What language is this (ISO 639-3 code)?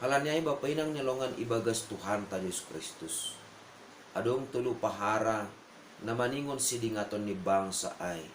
bts